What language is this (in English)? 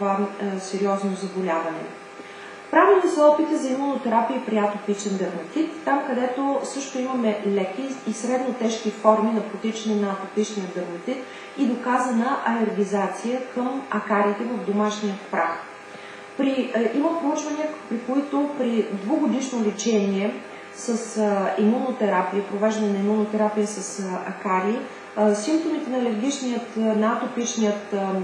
Bulgarian